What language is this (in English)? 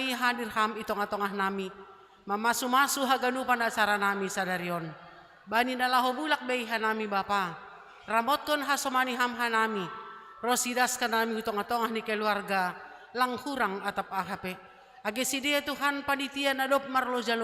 Batak Simalungun